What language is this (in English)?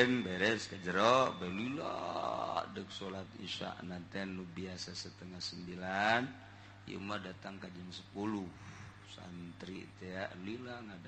Sundanese